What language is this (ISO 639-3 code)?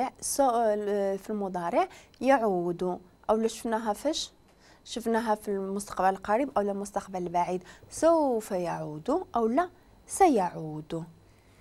ary